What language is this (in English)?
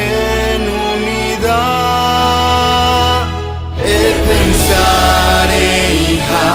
Guarani